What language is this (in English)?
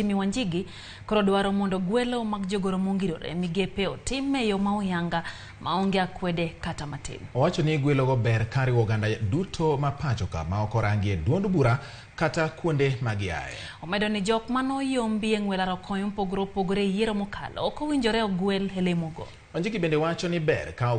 Luo (Kenya and Tanzania)